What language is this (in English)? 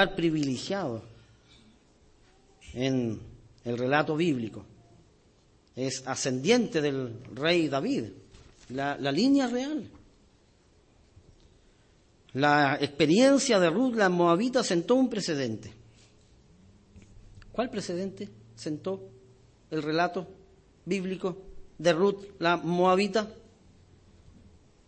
Spanish